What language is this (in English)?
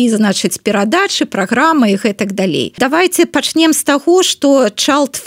Belarusian